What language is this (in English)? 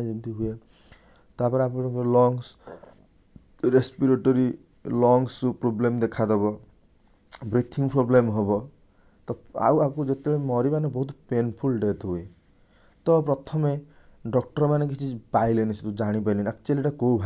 Odia